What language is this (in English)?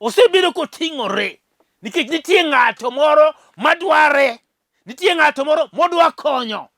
Luo (Kenya and Tanzania)